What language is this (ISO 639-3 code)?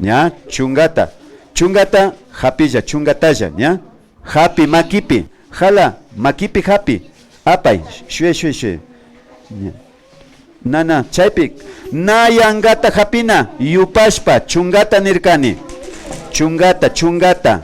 qvi